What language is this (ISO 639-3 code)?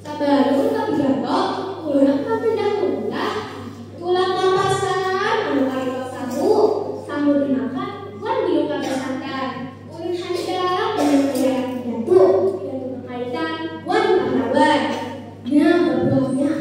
bjn